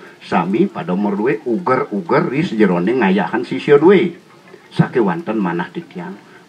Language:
Balinese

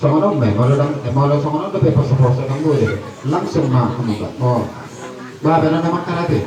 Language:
Batak Toba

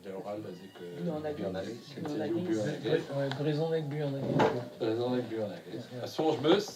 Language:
Breton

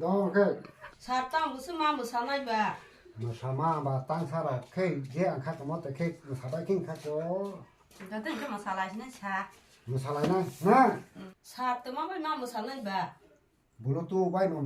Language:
Kok Borok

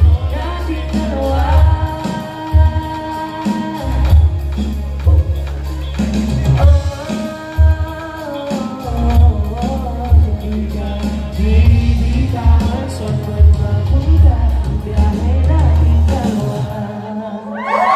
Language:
Filipino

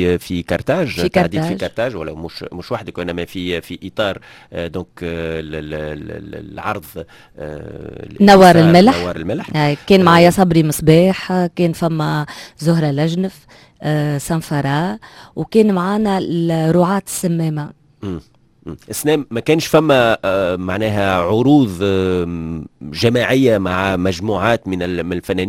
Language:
Tunisian Arabic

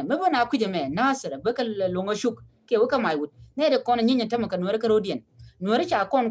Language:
Nuer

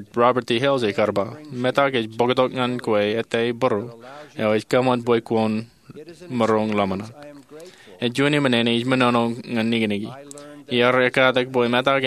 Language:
Marshallese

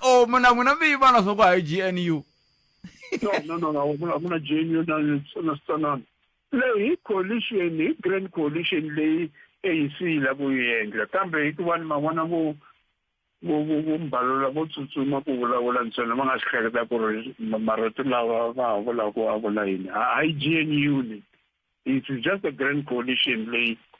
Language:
Tsonga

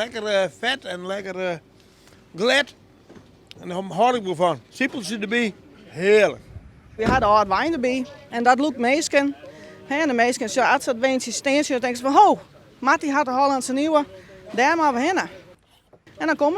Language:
Western Frisian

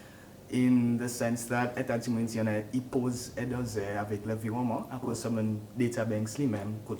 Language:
Seselwa Creole French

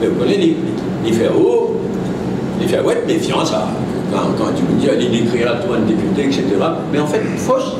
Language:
Morisyen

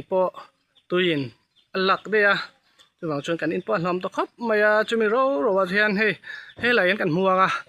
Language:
Mizo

